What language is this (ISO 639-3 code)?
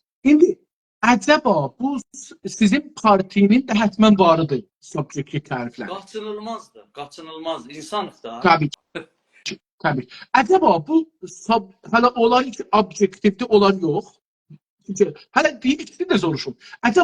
azb